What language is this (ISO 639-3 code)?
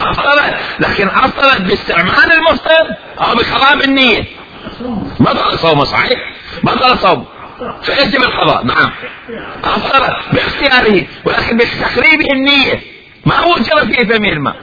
acm